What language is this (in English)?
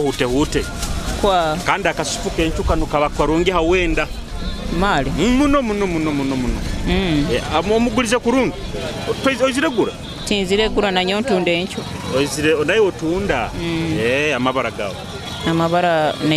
Nyoro